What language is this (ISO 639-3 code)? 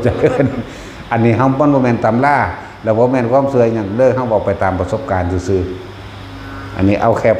tts